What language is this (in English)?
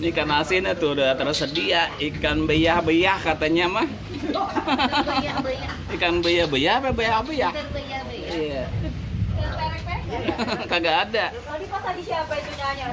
Betawi